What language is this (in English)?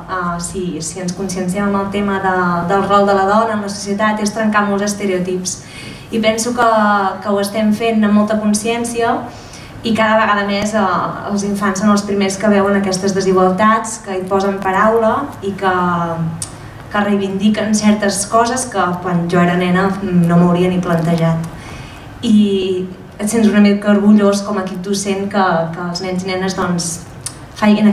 Catalan